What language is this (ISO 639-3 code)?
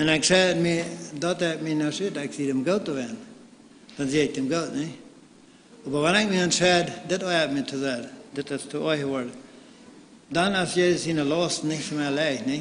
pdt